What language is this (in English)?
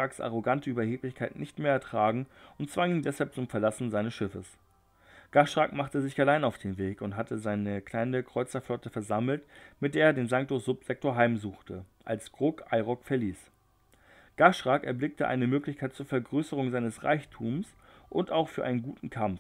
German